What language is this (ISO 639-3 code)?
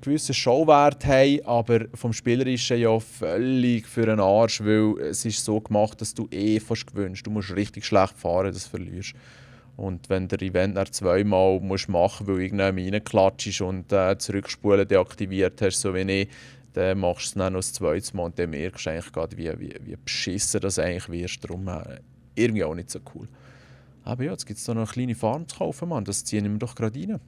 gsw